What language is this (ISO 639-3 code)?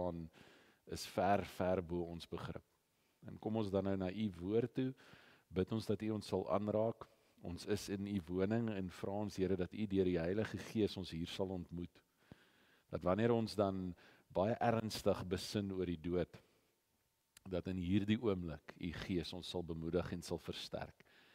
afr